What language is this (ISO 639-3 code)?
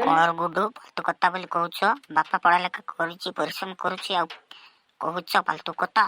ori